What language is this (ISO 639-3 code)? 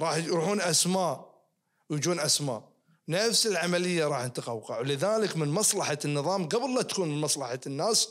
ars